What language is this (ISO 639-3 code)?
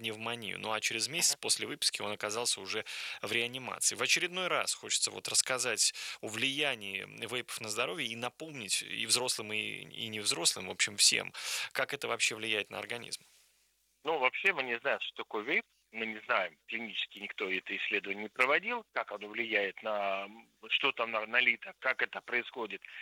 rus